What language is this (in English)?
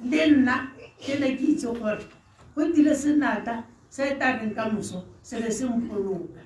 Tswana